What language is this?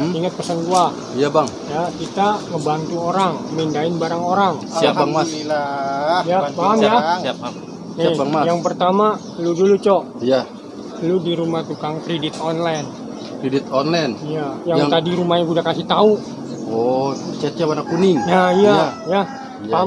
Betawi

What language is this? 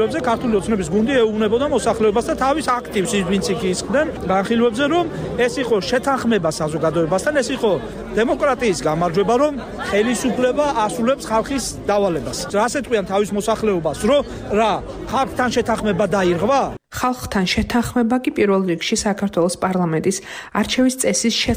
Georgian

